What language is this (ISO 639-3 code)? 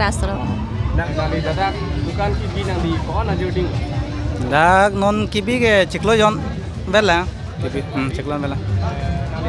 mjw